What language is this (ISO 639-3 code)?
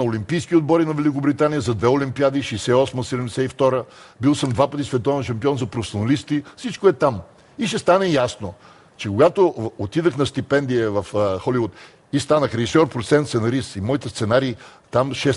bul